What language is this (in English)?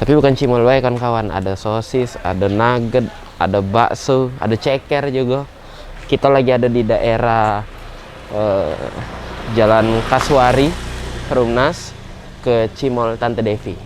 Musi